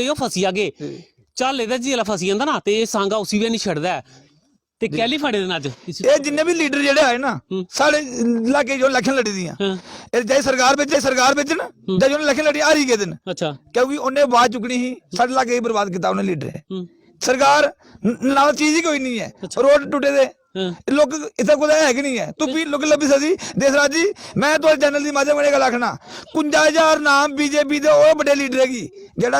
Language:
Dogri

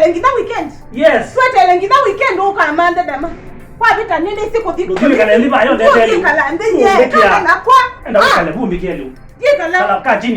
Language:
Kamba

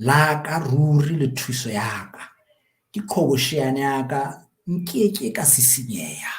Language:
Southern Sotho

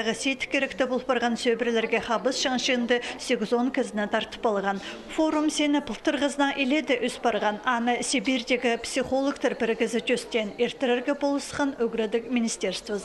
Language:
Khakas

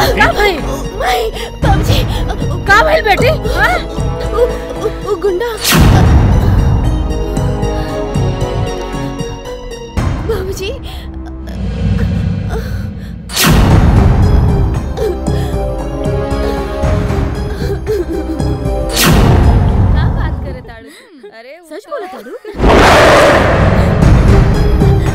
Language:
Bhojpuri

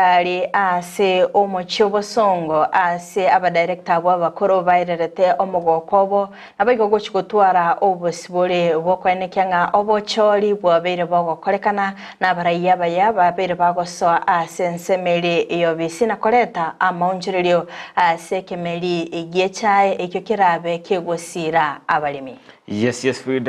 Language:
Gusii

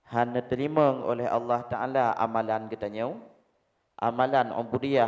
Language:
Achinese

